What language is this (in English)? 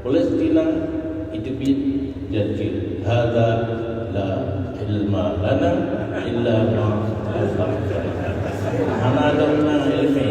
Achinese